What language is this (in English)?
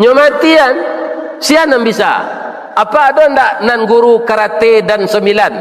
Minangkabau